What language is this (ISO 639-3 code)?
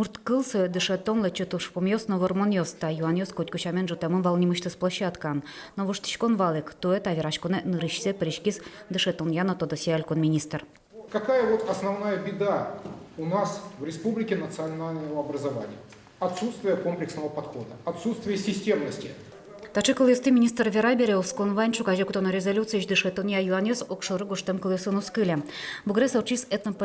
udm